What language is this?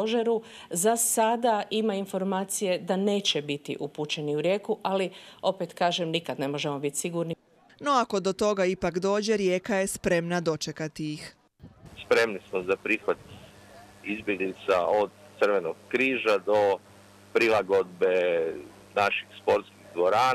Croatian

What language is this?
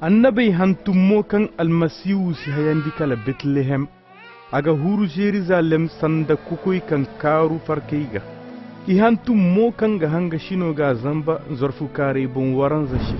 Koyraboro Senni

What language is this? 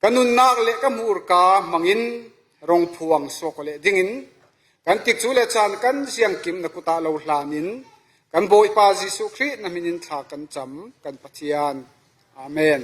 Falam Chin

